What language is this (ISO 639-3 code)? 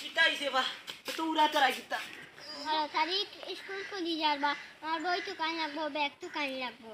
syl